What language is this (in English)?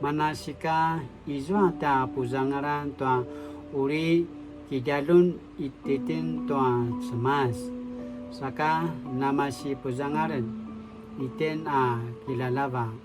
Paiwan